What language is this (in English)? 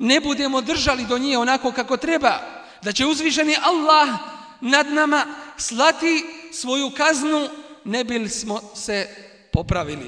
Bosnian